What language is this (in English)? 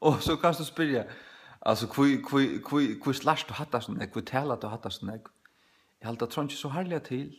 Faroese